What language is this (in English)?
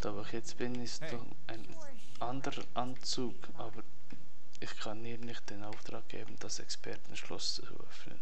Swiss German